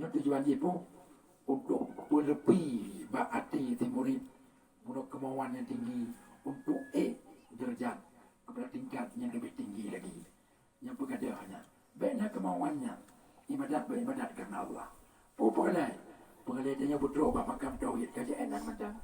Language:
Achinese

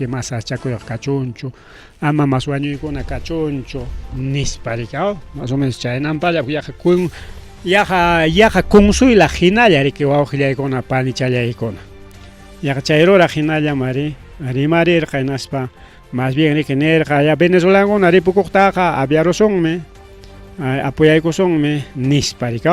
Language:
Ayacucho Quechua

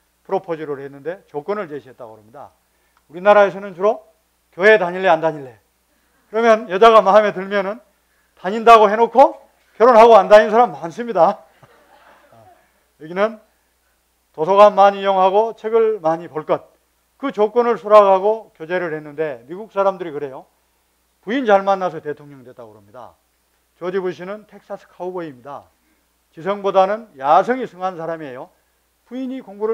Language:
Korean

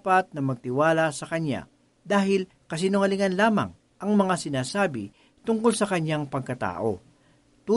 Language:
Filipino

